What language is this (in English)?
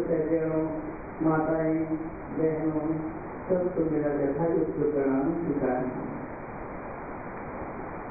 Hindi